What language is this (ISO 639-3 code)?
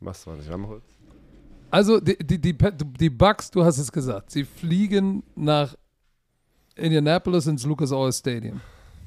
deu